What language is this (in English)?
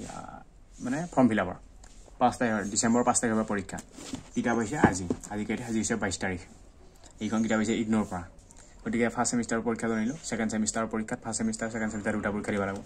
Assamese